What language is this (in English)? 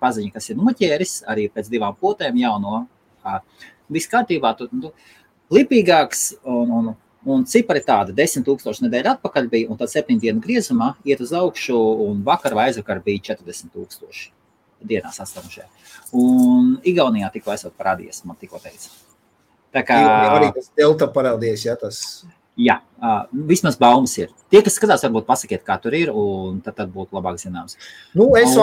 Latvian